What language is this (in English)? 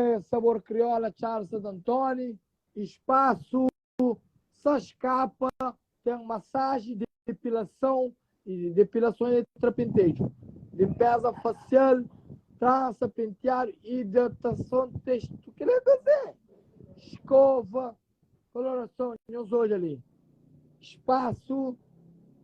Kabuverdianu